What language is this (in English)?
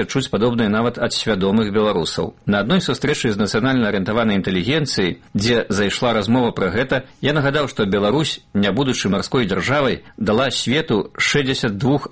Belarusian